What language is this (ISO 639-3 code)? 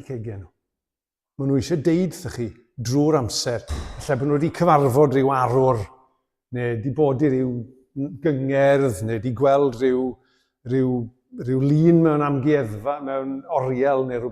cym